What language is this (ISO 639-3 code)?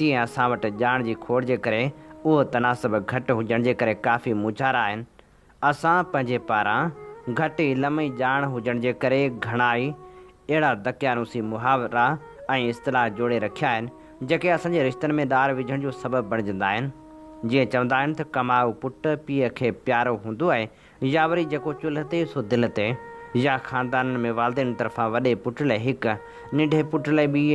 snd